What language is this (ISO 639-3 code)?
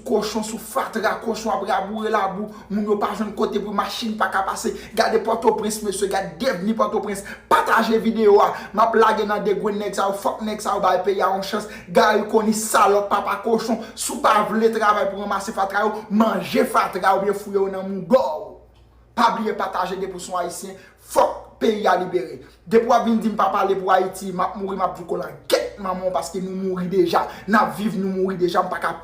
hat